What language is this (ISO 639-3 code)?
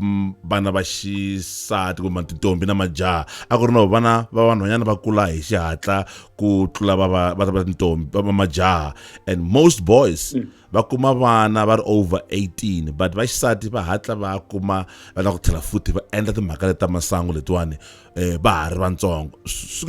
tso